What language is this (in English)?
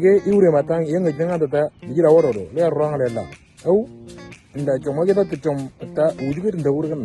Moro